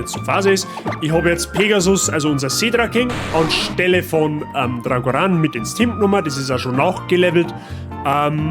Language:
Bavarian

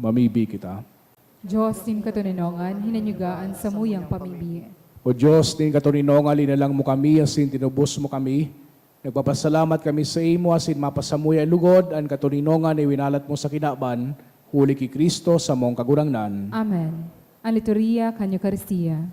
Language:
Bikol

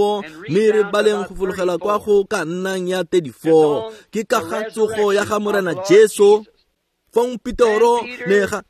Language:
Tswana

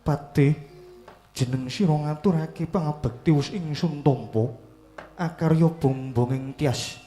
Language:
Javanese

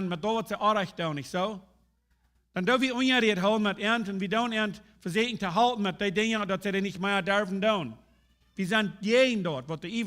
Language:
Plautdietsch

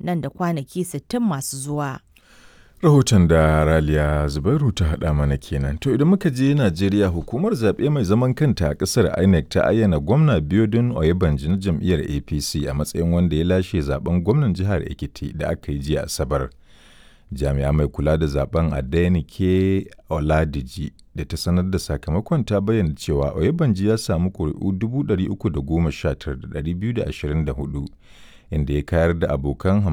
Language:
Hausa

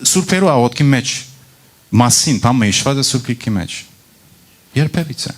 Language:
Western Armenian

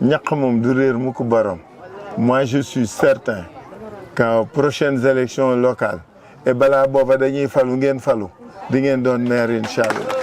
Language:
Wolof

